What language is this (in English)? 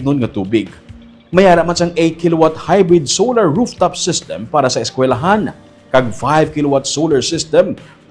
Hiligaynon